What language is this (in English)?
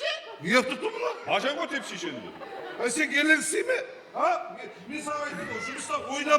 Kara-Kalpak